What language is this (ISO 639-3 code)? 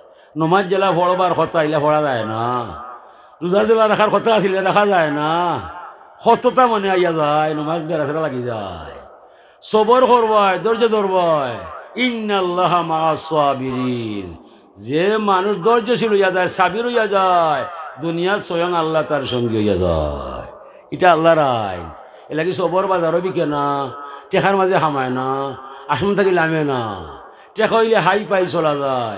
syl